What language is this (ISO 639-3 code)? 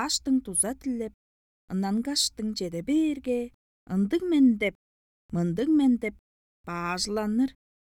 tyv